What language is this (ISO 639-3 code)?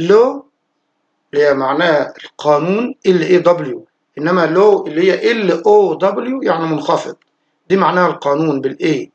arz